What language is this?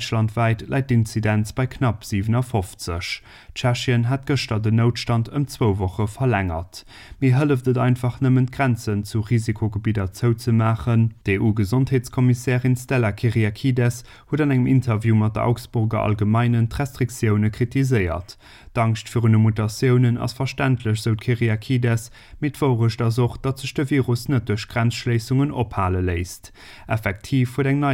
Luxembourgish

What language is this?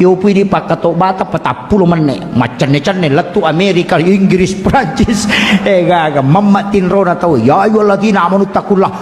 Buginese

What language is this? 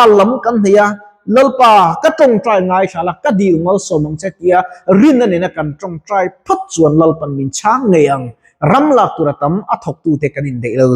Mizo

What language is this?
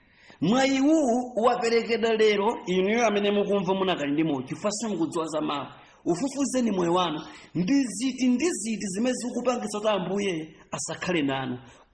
Nyanja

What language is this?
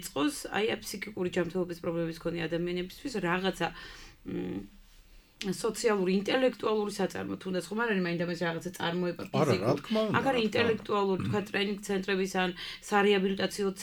Georgian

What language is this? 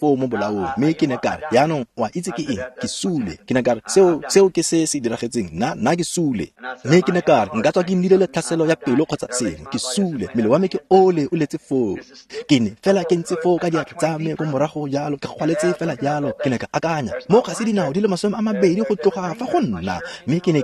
Tswana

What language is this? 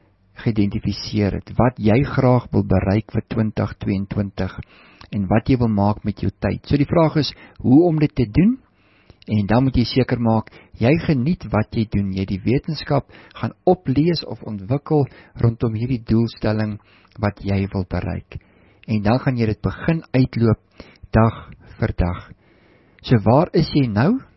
Afrikaans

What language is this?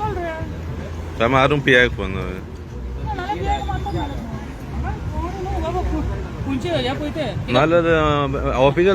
Konkani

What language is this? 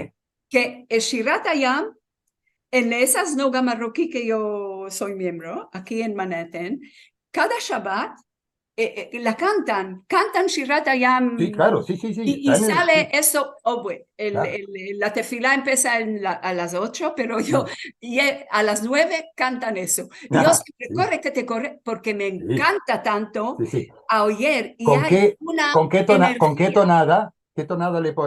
Ladino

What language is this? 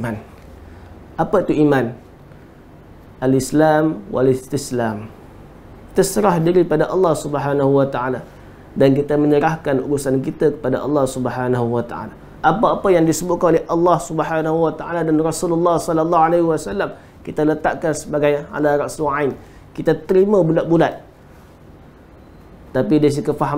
Malay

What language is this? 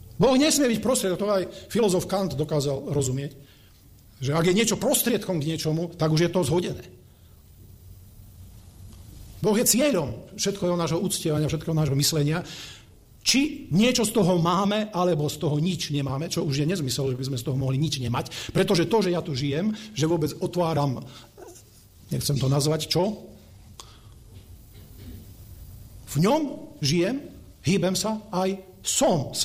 Slovak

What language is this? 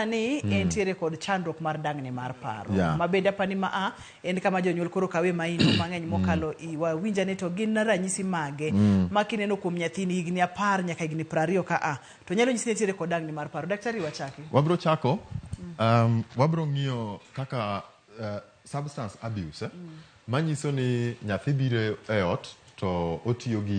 Luo (Kenya and Tanzania)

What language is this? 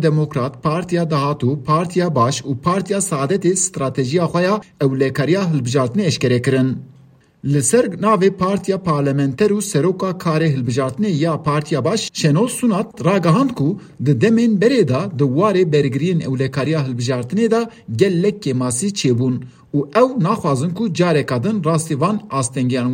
Kurdish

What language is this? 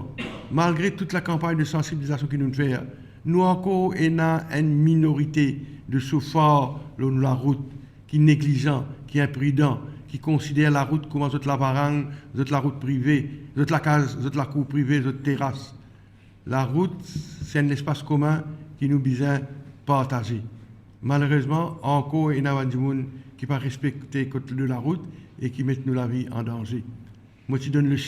Morisyen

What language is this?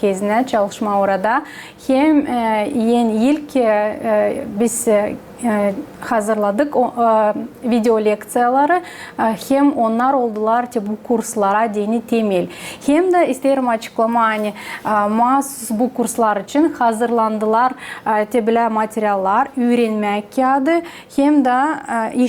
Gagauz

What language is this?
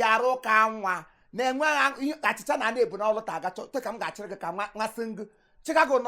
Igbo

